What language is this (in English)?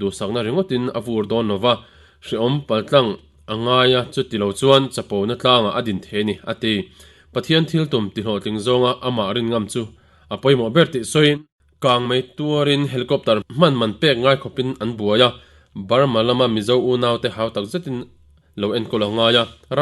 Mizo